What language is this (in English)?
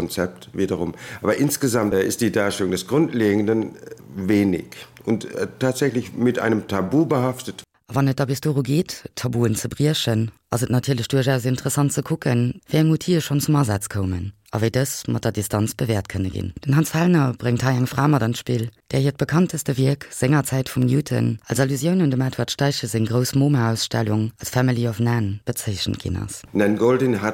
Luxembourgish